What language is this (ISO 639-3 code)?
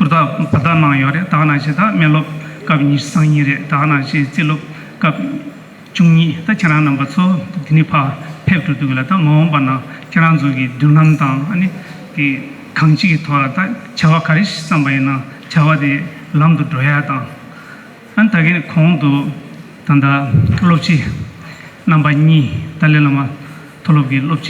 bod